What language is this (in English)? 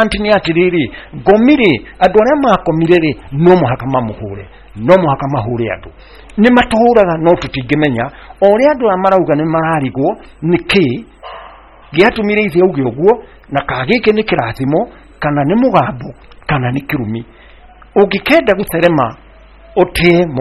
Kikuyu